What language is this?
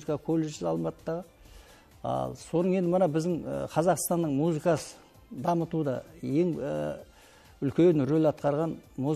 Kazakh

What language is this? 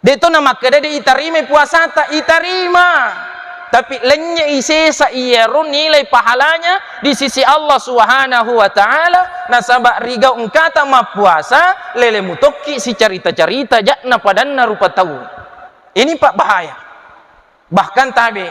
Buginese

